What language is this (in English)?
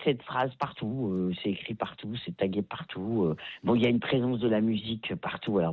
French